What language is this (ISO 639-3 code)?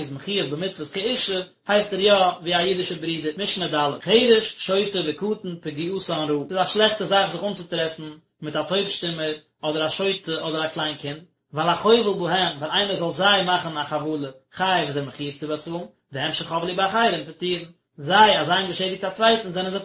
yid